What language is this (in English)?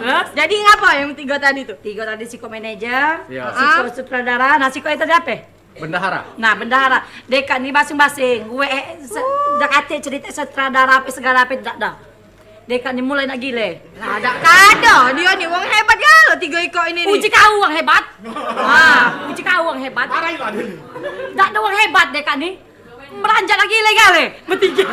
Musi